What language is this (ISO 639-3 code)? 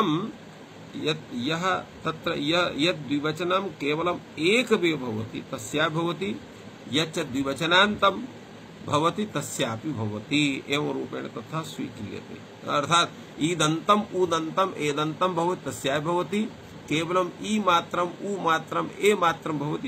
san